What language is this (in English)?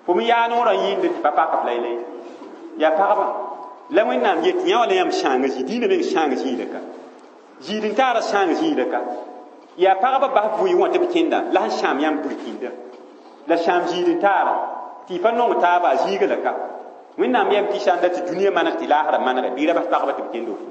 Mossi